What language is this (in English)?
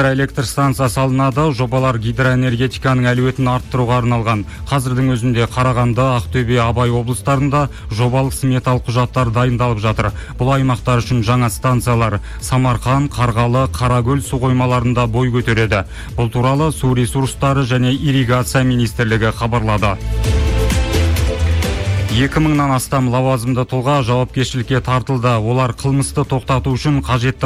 Kazakh